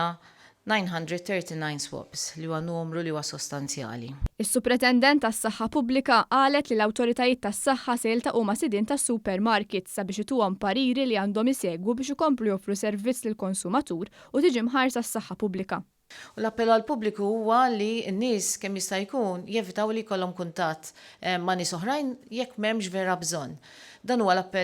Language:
Maltese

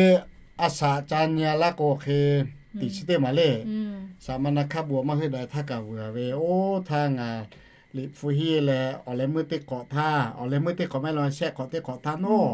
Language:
Lahu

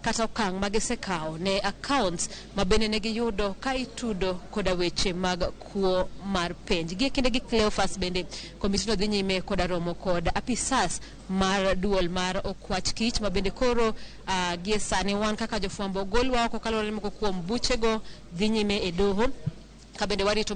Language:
Luo (Kenya and Tanzania)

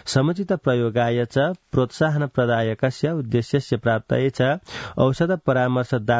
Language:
Sanskrit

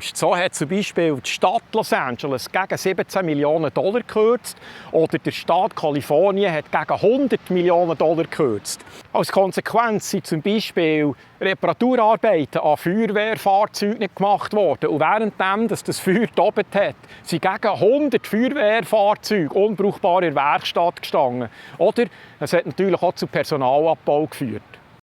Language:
Swiss German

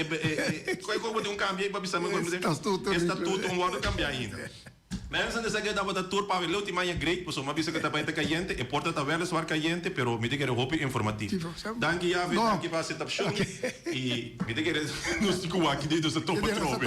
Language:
Papiamento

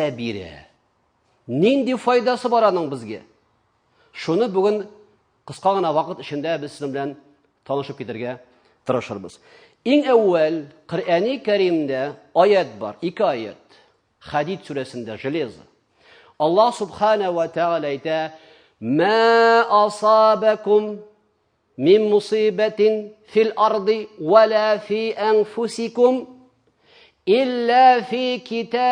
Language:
Tatar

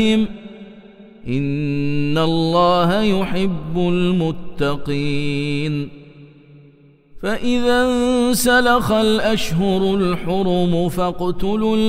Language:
Arabic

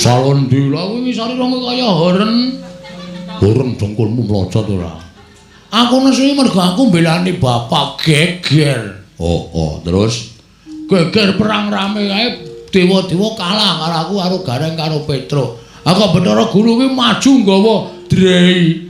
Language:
Javanese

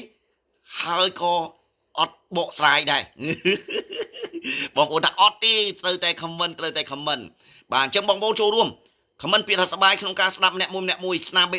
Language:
Khmer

